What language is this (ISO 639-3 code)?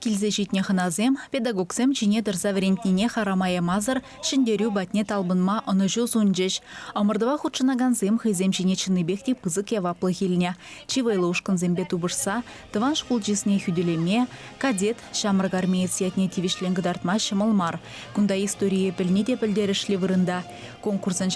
chv